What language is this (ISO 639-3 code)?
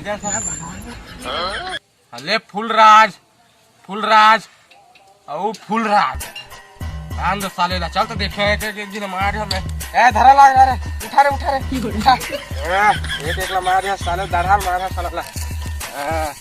hne